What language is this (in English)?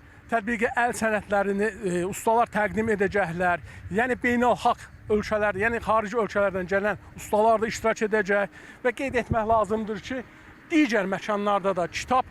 Azerbaijani